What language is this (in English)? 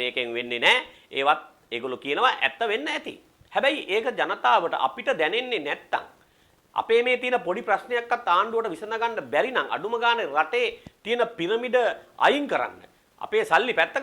Sinhala